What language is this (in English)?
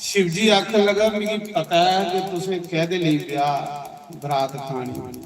Dogri